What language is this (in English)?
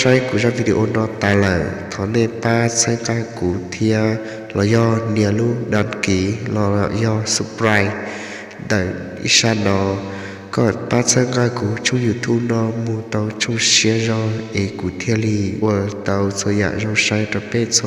Hmong